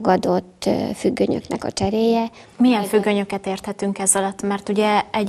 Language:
Hungarian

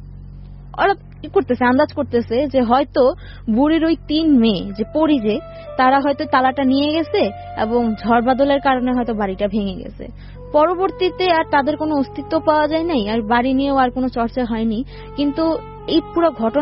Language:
Bangla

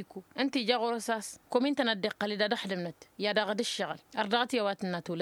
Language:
Tamasheq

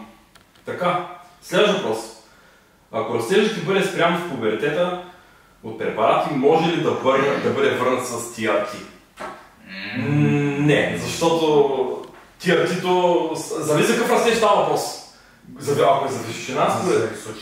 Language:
Bulgarian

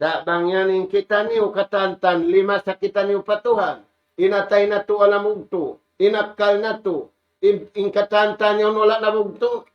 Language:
Tausug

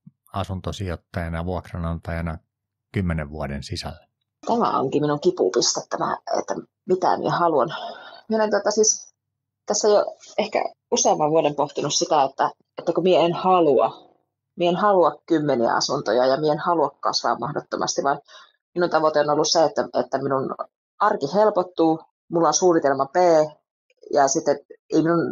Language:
Finnish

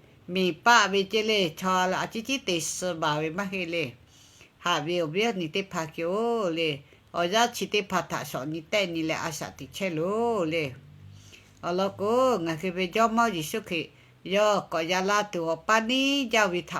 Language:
Lahu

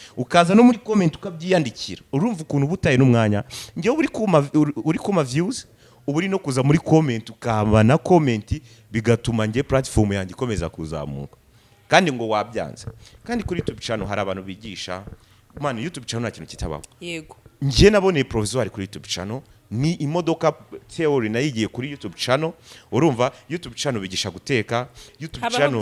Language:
Kinyarwanda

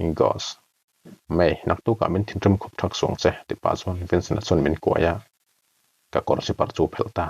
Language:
Mizo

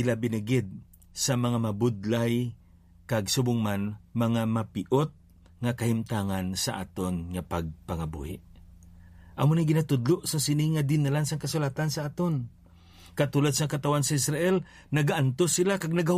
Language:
Hiligaynon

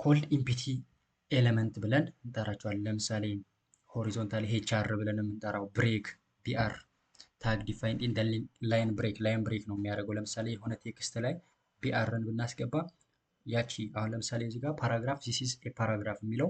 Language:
Amharic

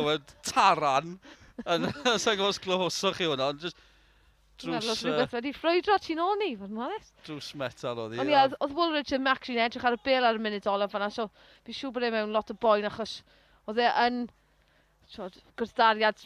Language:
Welsh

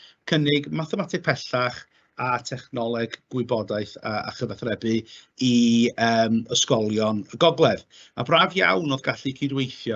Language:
Welsh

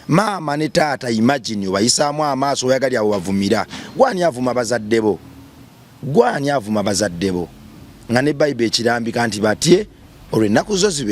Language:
Ganda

